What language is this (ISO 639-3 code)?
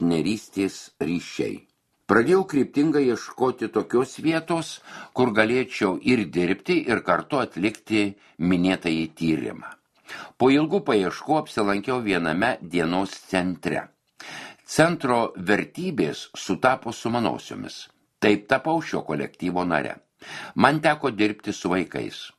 lit